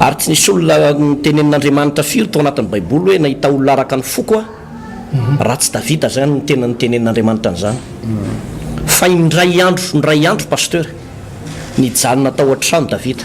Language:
Malagasy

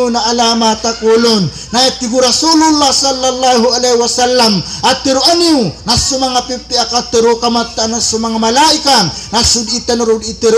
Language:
Maranao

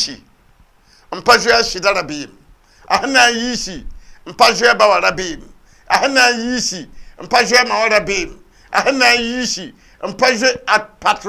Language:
Mossi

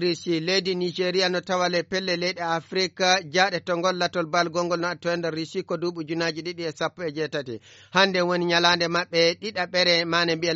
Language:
Fula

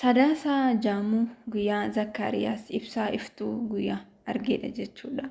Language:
Oromo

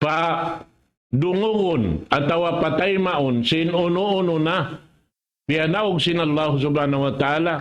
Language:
Tausug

